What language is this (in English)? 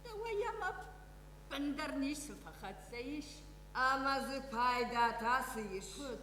Ossetic